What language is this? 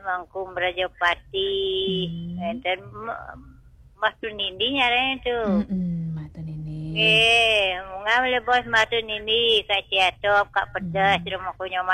Balinese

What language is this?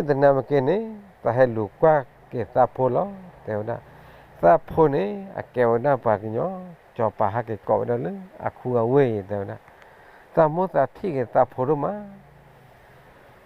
S'gaw Karen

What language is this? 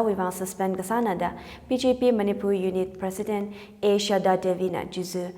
Tangkhul Naga (India)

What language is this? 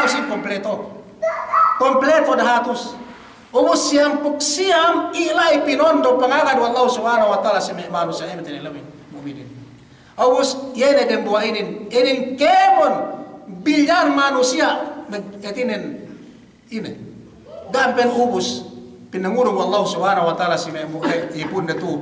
Yakan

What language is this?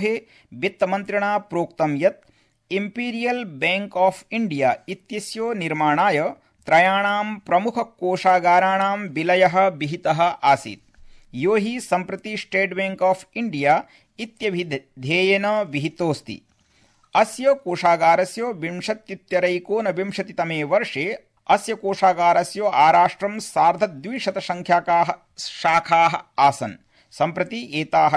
Sanskrit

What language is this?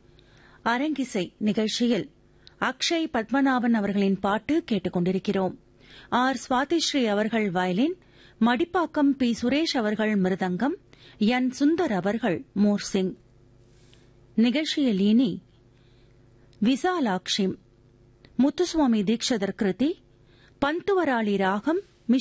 Tamil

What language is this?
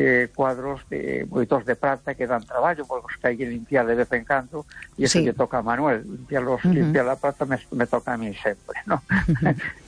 Galician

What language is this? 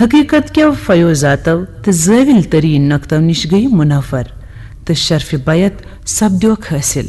Kashmiri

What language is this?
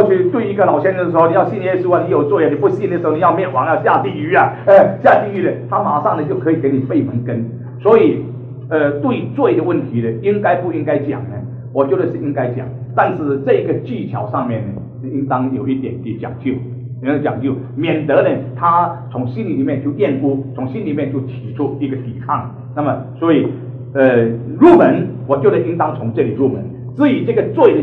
Chinese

